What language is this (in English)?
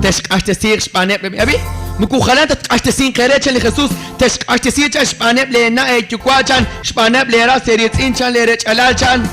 Kekchí